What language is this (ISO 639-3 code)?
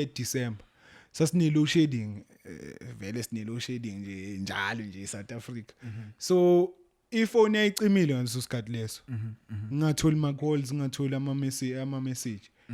zul